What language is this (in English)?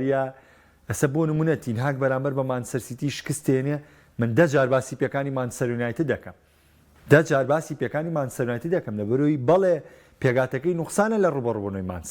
Central Kurdish